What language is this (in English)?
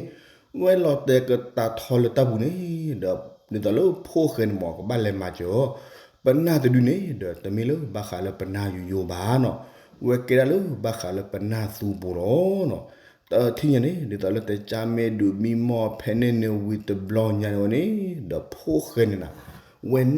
S'gaw Karen